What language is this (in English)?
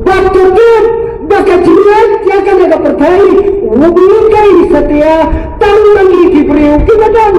Khasi